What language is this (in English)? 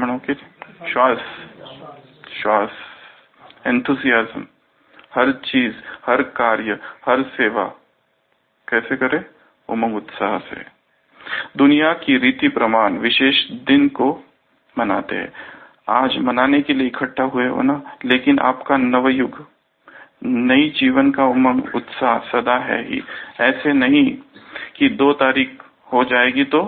Hindi